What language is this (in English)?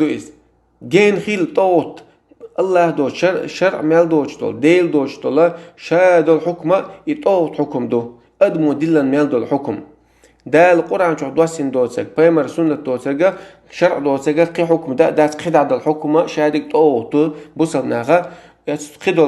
Chechen